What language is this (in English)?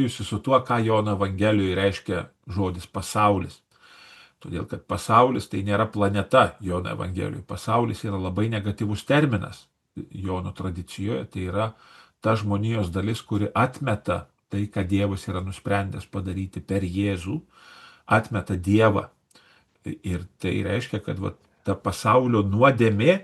Lithuanian